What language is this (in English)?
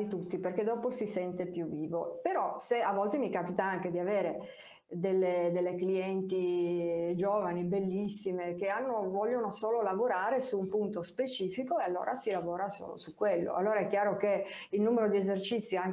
Italian